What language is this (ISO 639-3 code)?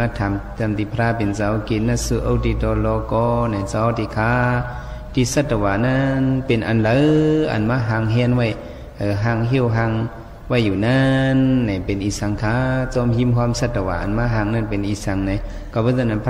shn